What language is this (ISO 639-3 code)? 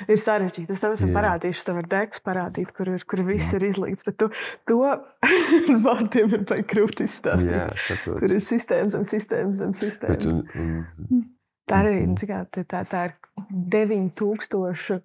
lav